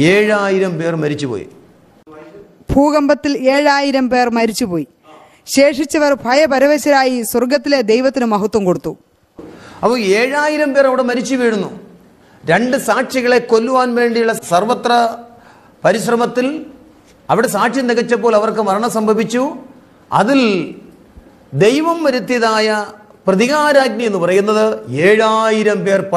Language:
Malayalam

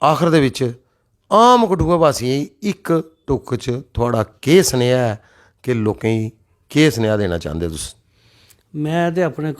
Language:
Dogri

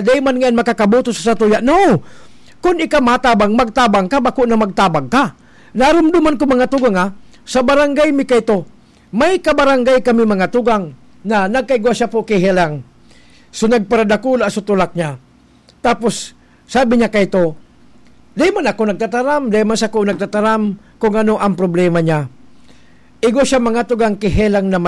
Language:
Bikol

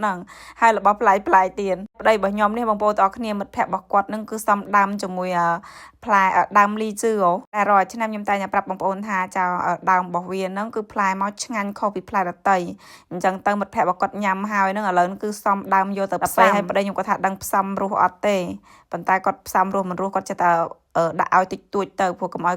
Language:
Khmer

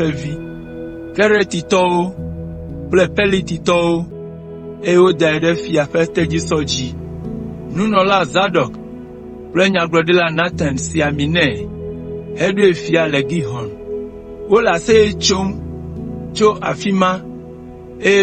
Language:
Ewe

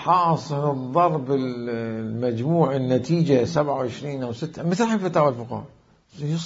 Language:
Mesopotamian Arabic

